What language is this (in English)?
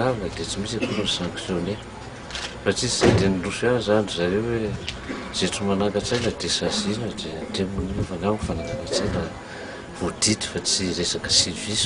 Malagasy